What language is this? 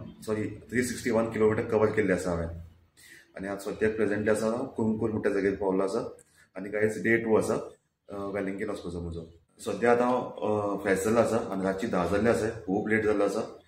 Konkani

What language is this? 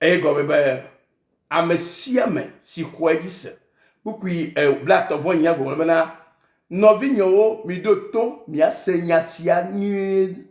Ewe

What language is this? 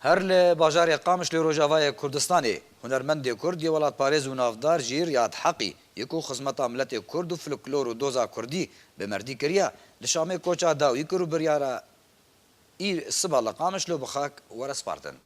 Kurdish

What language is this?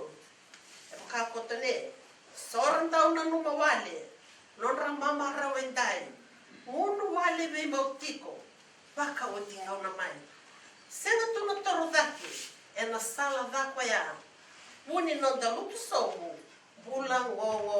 Fijian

